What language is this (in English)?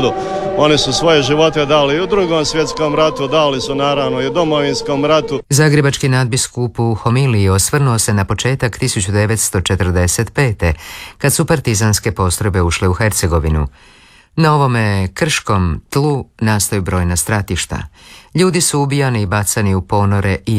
Croatian